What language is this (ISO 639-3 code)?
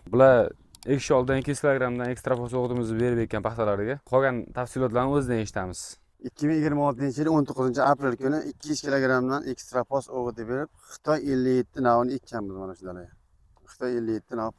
uzb